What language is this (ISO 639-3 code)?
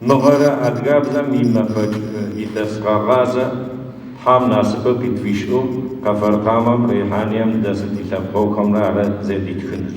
ady